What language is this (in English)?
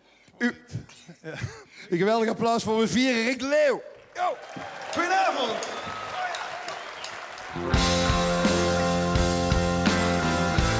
Dutch